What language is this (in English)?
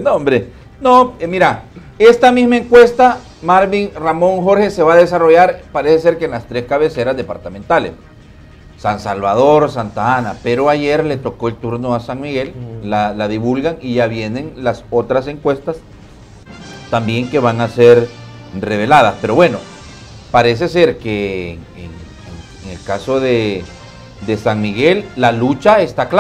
Spanish